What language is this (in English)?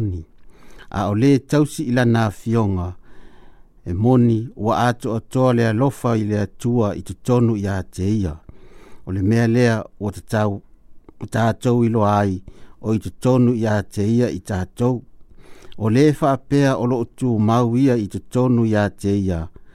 Samoan